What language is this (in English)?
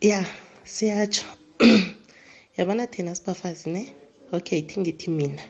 South Ndebele